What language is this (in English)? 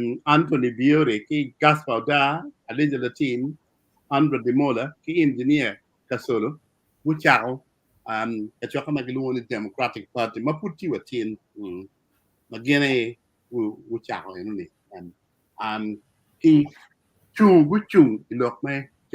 Acoli